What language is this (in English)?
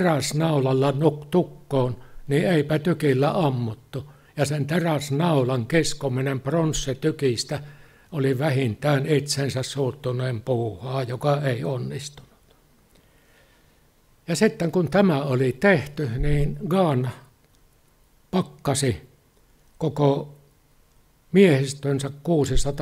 Finnish